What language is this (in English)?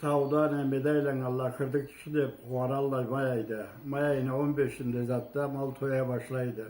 Karachay-Balkar